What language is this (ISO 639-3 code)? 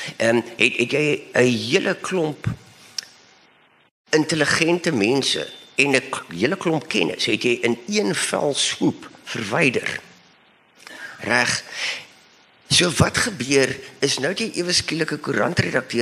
afr